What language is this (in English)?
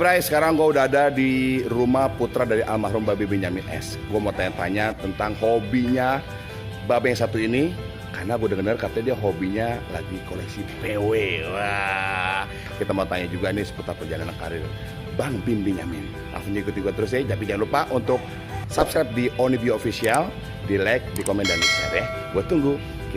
Betawi